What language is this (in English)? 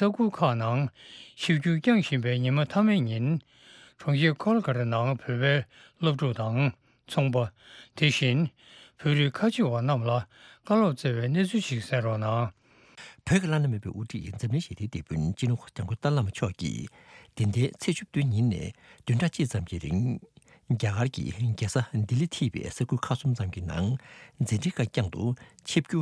Tibetan